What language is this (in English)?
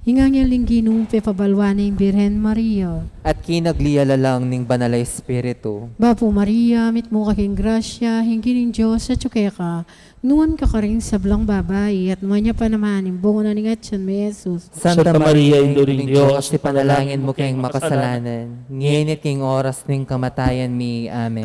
Pampanga